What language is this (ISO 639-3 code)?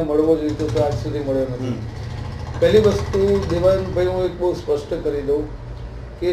guj